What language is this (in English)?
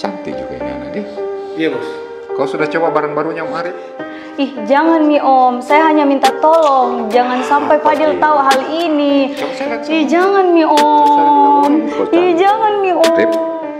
Makassar Malay